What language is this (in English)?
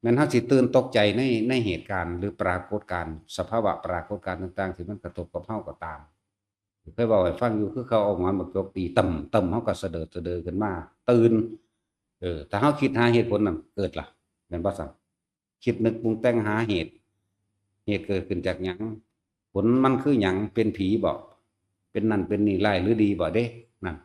Northeastern Thai